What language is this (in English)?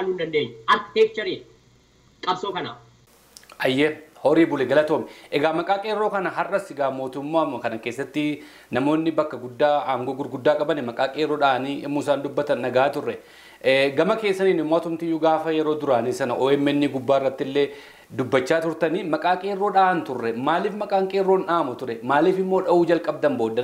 Oromo